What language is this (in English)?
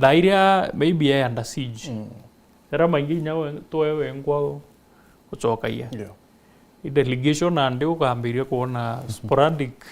Meru